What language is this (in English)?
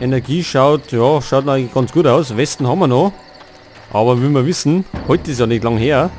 Bavarian